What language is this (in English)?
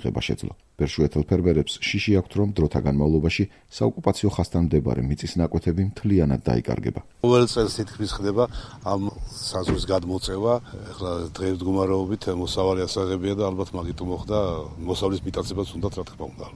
Georgian